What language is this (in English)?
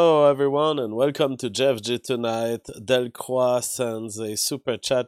English